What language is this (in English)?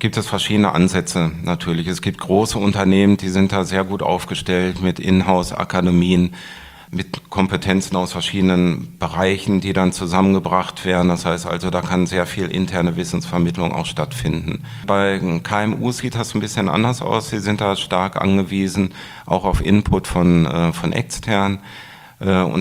German